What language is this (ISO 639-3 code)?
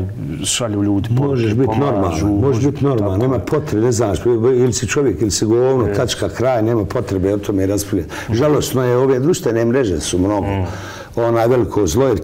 bos